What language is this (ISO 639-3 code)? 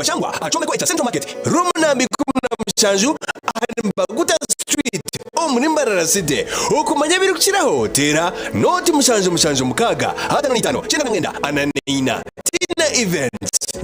nyn